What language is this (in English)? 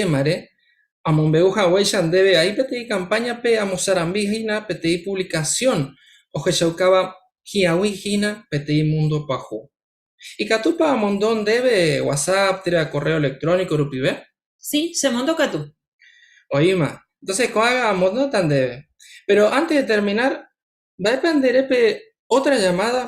Guarani